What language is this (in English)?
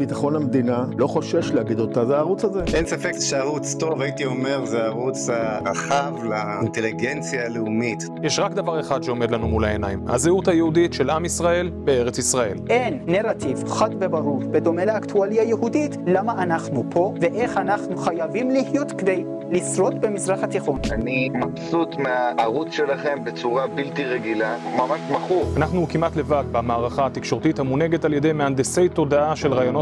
Hebrew